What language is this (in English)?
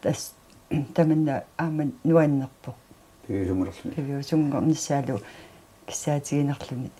Kalaallisut